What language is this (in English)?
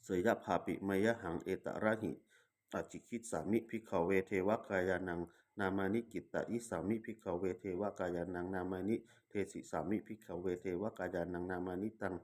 Pali